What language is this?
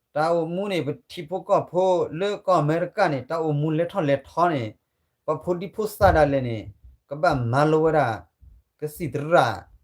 S'gaw Karen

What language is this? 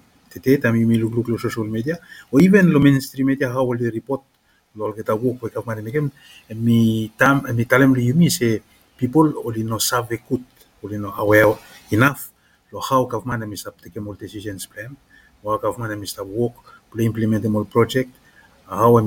Bislama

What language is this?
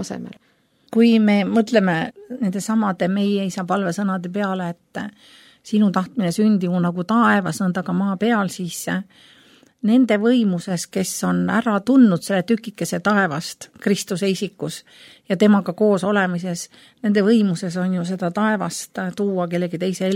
Estonian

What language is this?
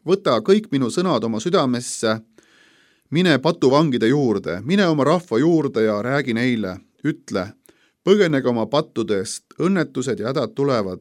Estonian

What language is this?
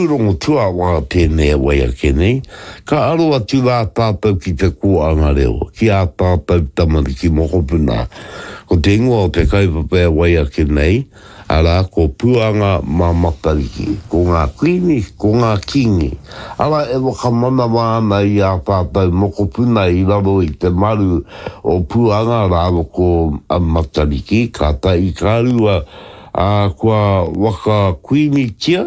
Māori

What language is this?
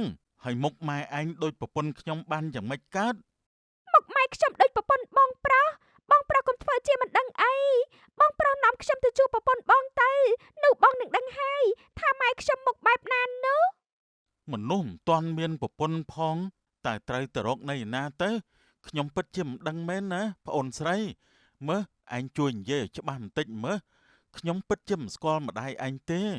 Khmer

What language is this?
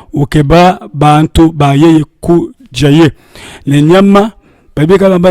Luba-Lulua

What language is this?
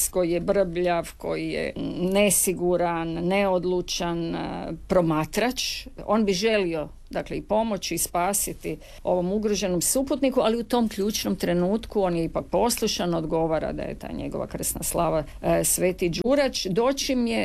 Croatian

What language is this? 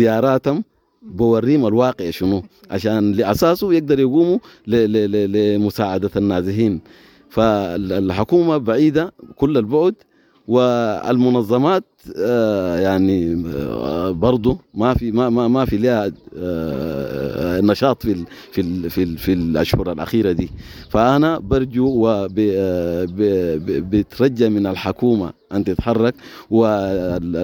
Sudanese Arabic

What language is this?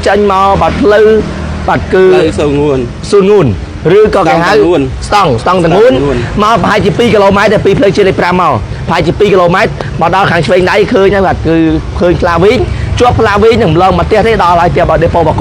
Khmer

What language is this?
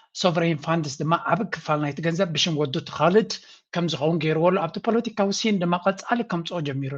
Tigrinya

